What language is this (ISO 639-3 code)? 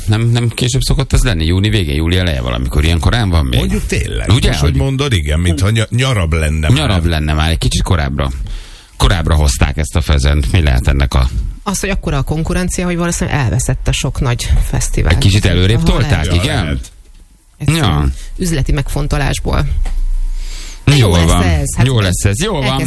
hun